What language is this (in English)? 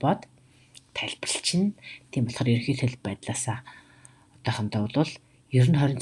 Mongolian